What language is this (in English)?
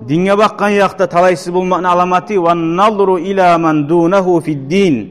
Kumyk